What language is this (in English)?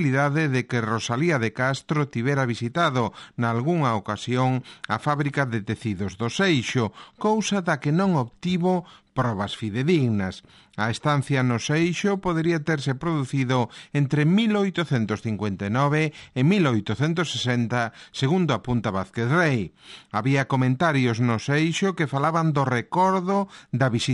Galician